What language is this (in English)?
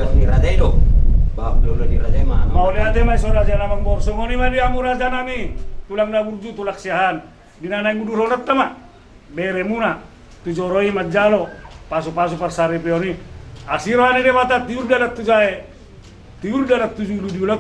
Batak Toba